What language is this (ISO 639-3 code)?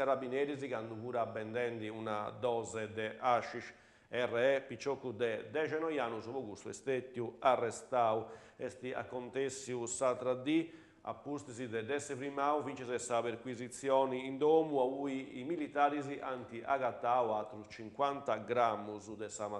srd